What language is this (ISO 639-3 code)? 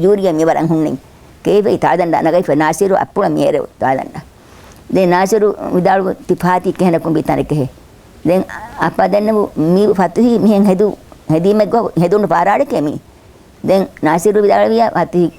div